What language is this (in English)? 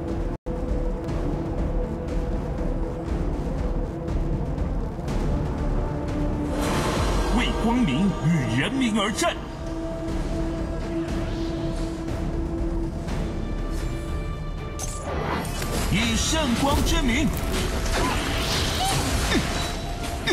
Chinese